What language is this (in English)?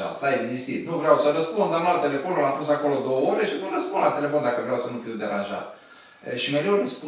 Romanian